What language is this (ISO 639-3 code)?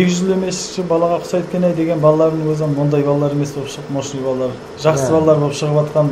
kaa